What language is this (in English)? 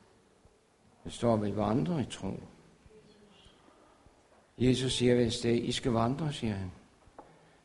Danish